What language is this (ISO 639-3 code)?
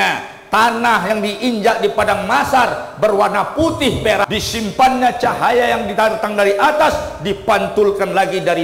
ind